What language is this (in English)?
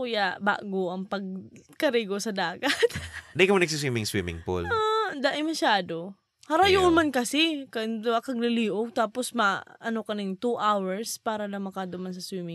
Bikol